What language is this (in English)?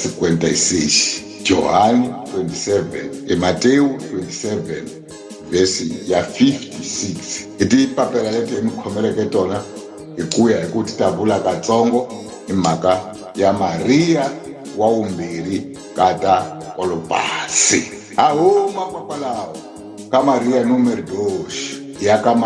Tsonga